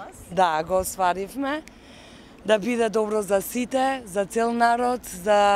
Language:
Macedonian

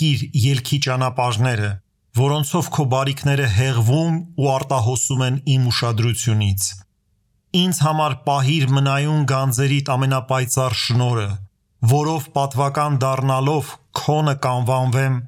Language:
Armenian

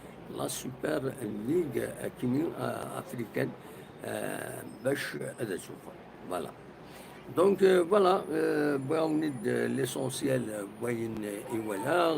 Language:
Kabyle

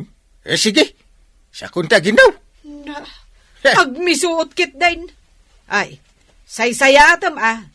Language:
Iloko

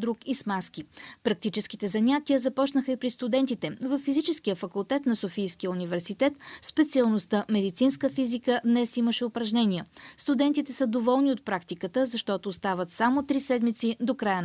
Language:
Bulgarian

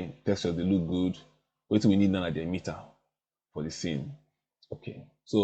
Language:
Nigerian Pidgin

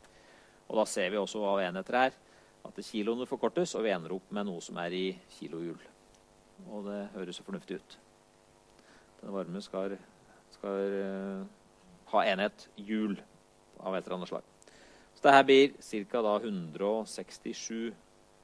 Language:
Norwegian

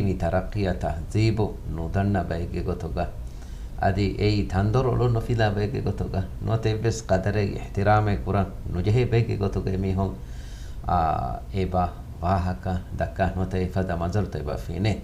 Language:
Divehi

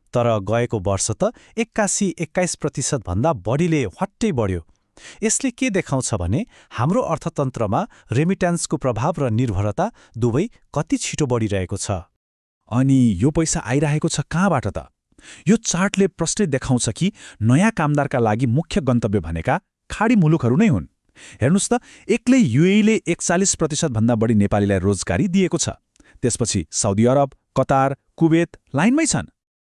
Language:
Nepali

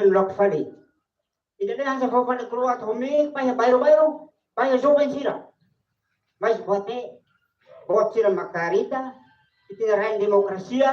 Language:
Tetum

